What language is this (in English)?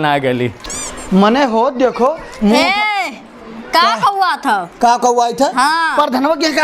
Awadhi